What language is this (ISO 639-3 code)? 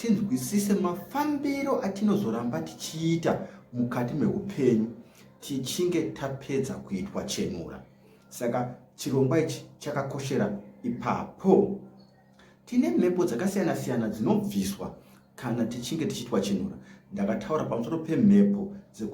sna